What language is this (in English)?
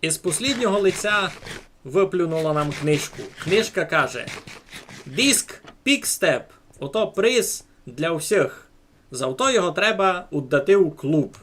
Rusyn